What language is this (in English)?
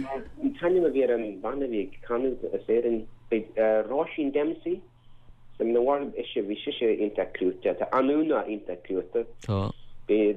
Irish